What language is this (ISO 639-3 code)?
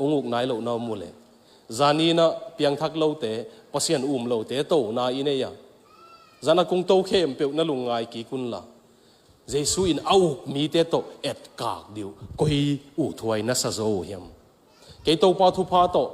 ctd